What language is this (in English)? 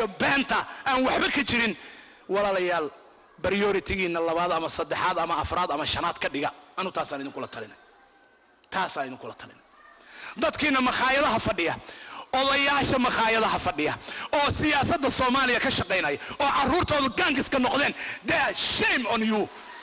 Somali